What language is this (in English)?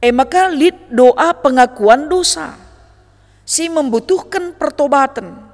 Batak Karo